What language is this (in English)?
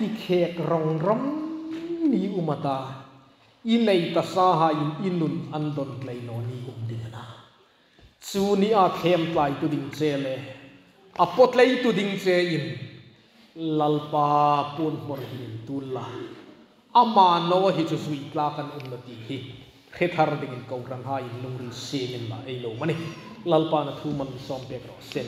Hmar